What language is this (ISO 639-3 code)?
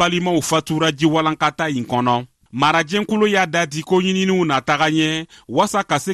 bam